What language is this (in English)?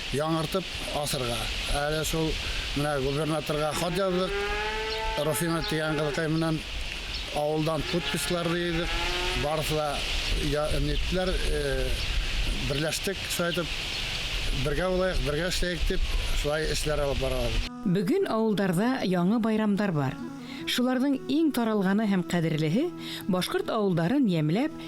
Bashkir